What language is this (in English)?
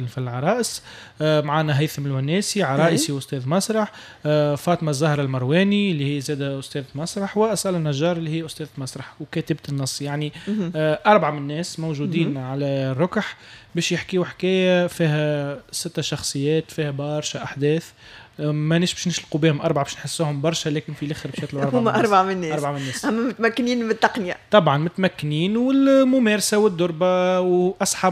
Tunisian Arabic